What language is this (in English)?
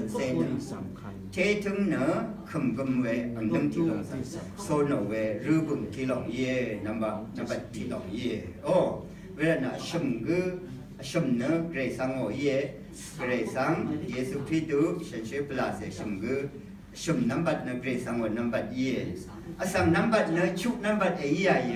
Rawang